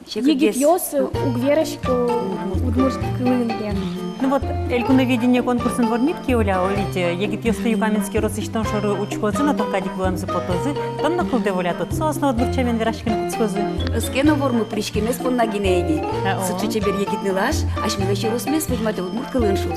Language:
Udmurt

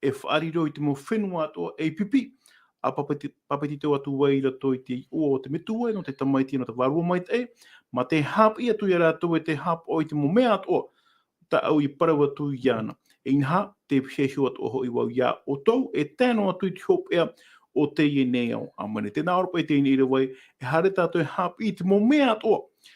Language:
Tahitian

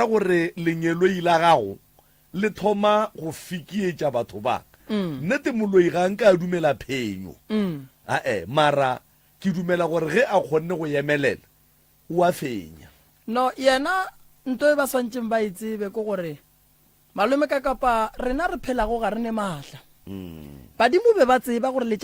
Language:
Northern Sotho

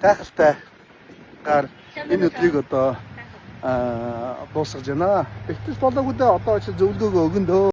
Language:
Mongolian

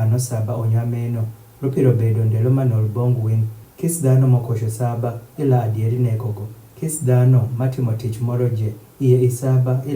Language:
Adhola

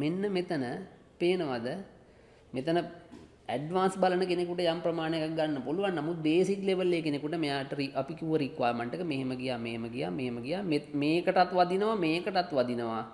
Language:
Sinhala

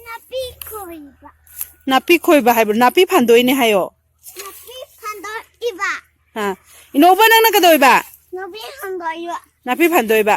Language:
Manipuri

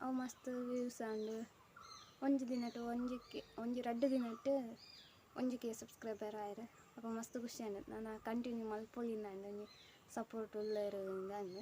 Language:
Tulu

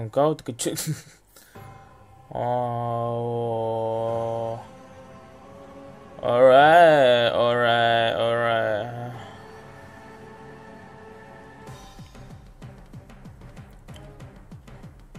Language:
Malay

